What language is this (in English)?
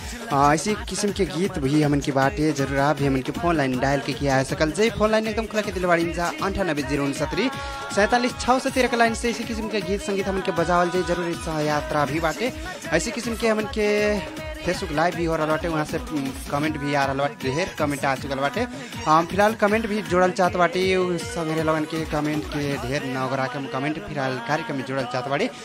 Bhojpuri